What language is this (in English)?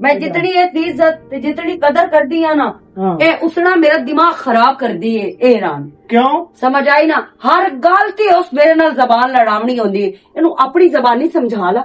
Western Panjabi